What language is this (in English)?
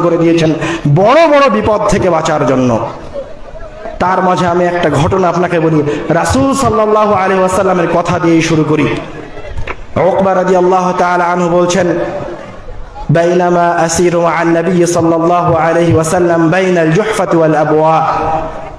Bangla